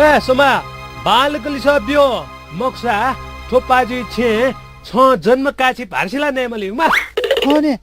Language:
Newari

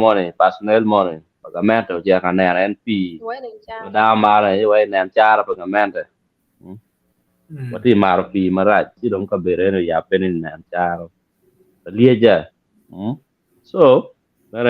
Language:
Acoli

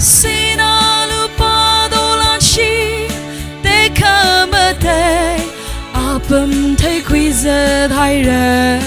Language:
Tangkhul Naga (India)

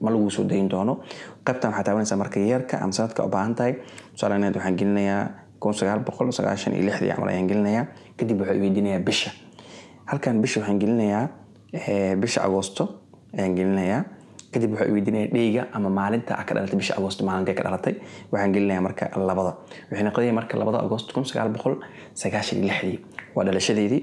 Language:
Somali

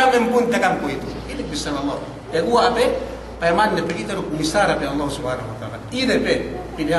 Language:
Yakan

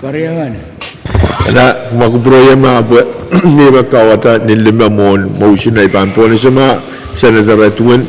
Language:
Pohnpeian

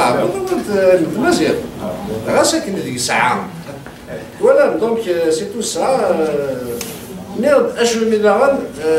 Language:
Kabyle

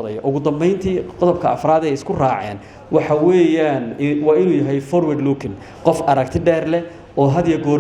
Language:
Somali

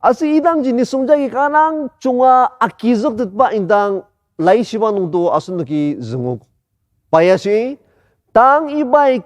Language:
Ao Naga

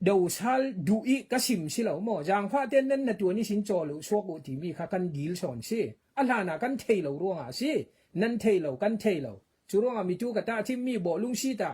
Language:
Falam Chin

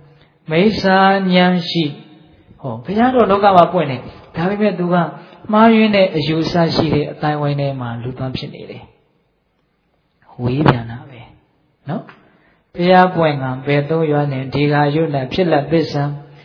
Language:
Burmese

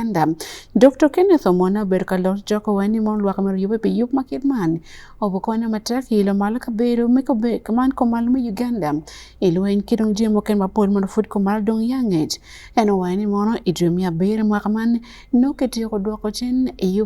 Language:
Acoli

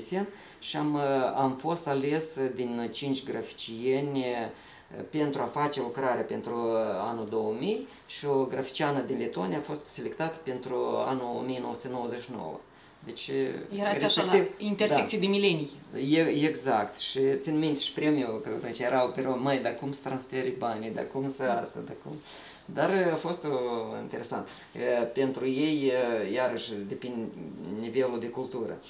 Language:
Romanian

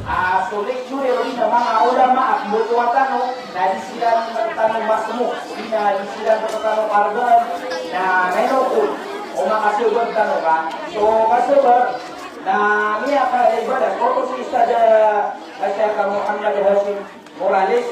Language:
Maranao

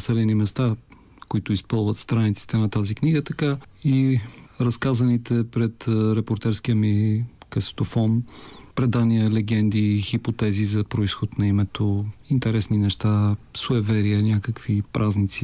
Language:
Bulgarian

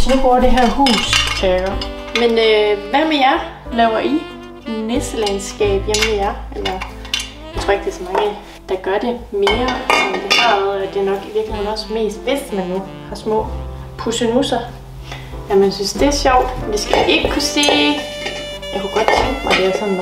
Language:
Danish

